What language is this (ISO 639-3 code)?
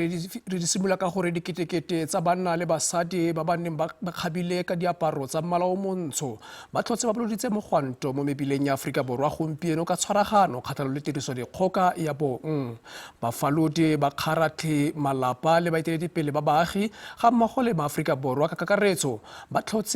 tsn